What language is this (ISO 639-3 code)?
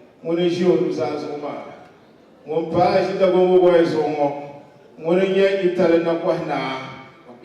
dag